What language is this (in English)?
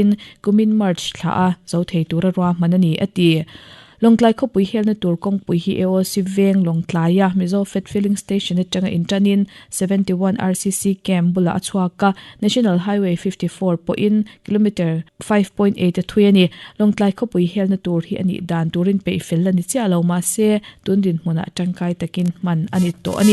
Mizo